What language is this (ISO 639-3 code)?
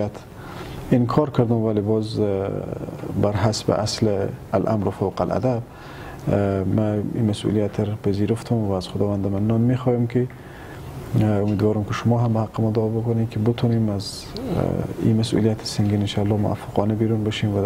fas